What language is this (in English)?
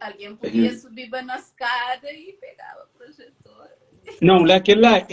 Kabuverdianu